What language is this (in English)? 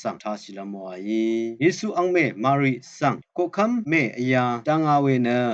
Rawang